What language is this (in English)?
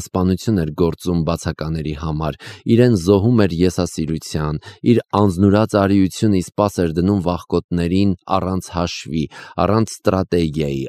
Armenian